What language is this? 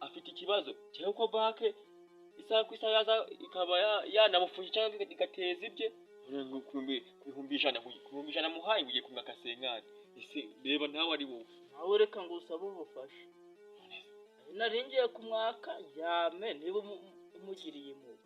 Kinyarwanda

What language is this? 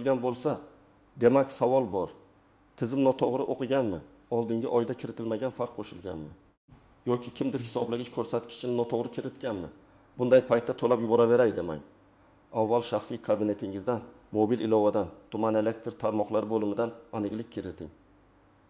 Uzbek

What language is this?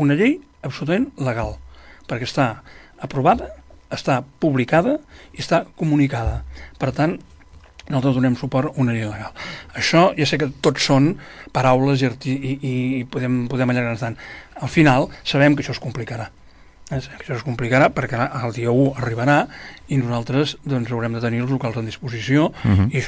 Catalan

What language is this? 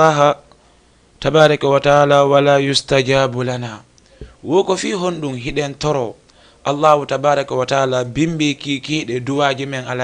Fula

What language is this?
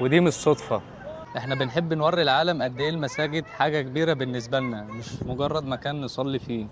Egyptian Arabic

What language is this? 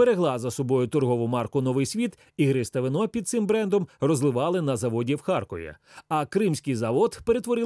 Ukrainian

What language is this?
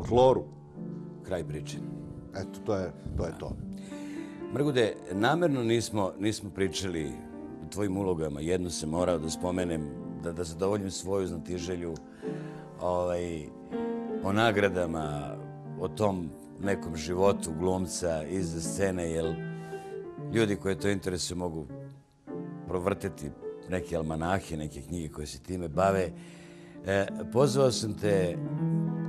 Serbian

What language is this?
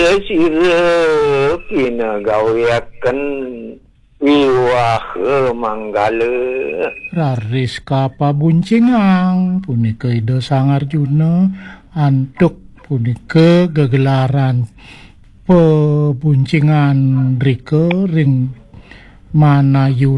Balinese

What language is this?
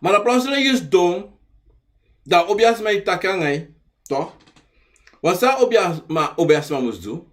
Sranan Tongo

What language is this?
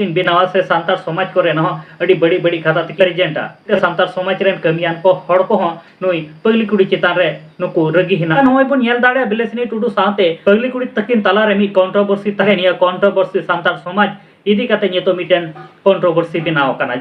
Santali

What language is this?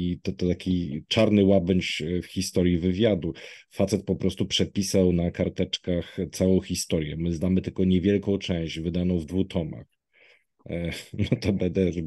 Polish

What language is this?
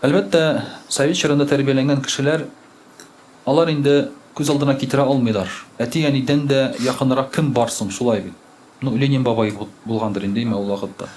Tatar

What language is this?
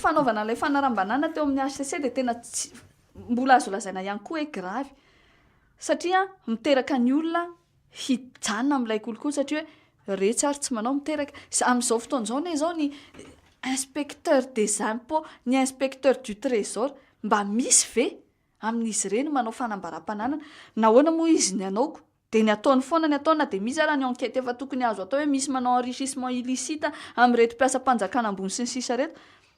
Malagasy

